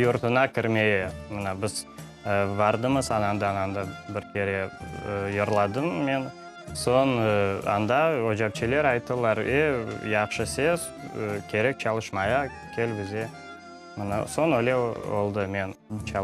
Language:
Crimean Tatar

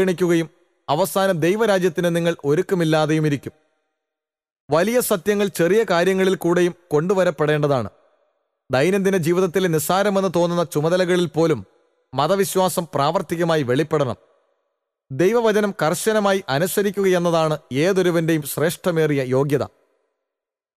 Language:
Malayalam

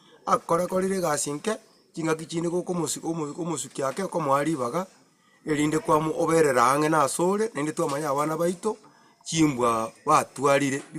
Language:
Gusii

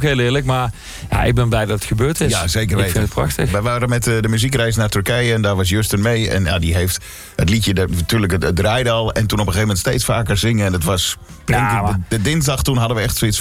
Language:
Dutch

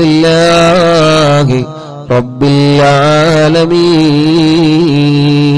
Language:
Malayalam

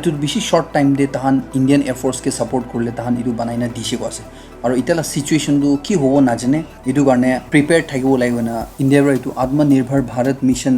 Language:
Naga Pidgin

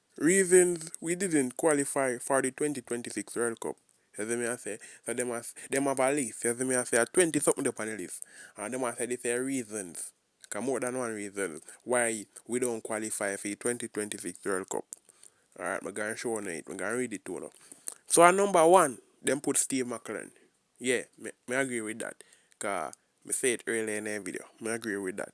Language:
Jamaican Creole English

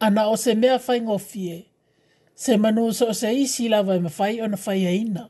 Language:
Samoan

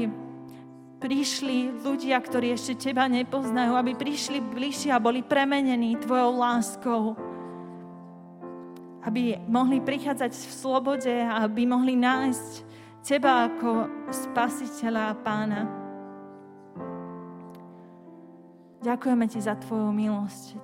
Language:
Slovak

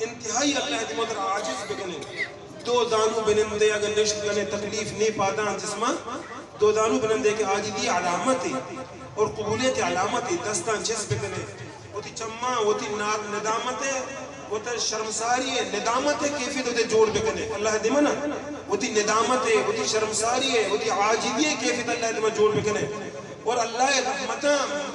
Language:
Eastern Balochi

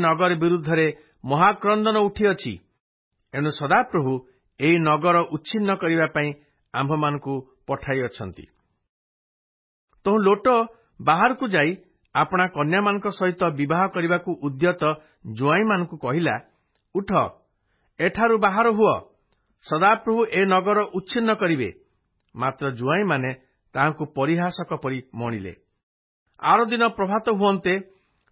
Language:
Odia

